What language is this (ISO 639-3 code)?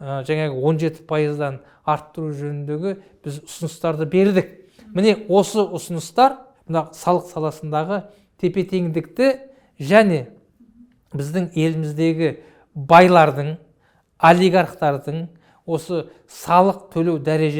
kaz